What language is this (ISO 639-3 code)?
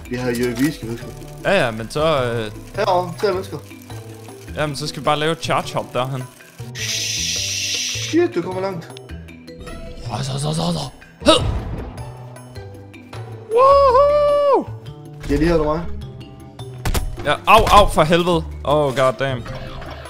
dan